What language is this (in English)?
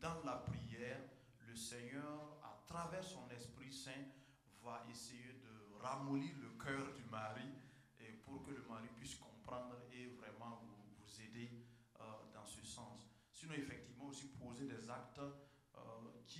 French